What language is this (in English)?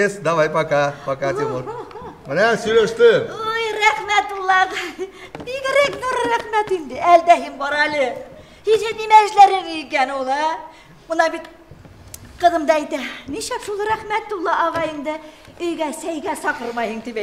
Bashkir